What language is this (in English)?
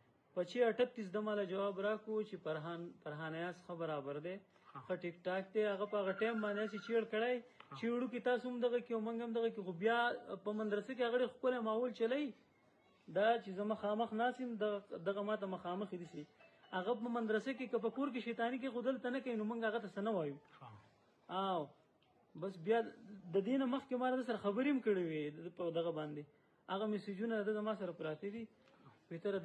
Pashto